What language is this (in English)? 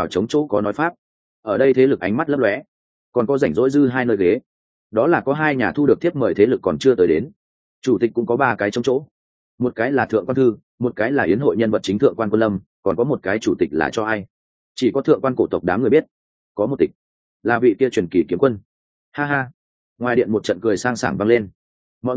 Vietnamese